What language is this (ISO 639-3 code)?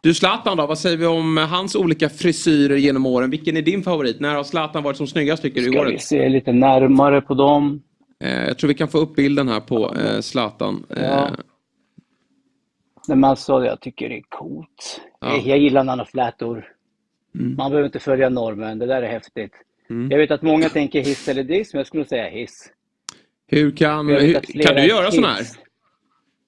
swe